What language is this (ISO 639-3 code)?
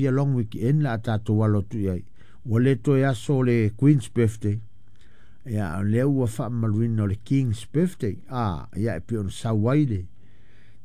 smo